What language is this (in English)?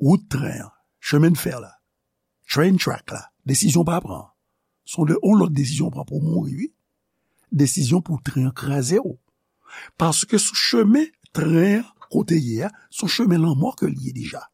Haitian Creole